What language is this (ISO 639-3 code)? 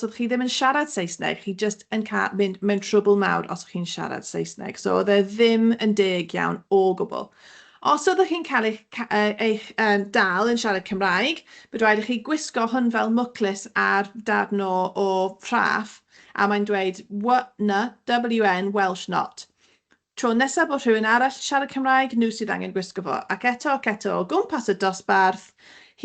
cym